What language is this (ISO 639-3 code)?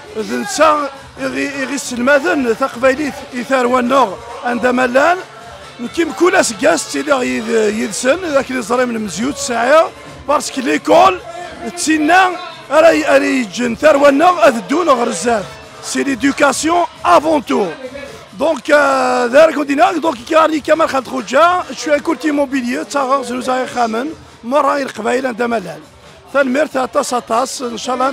kab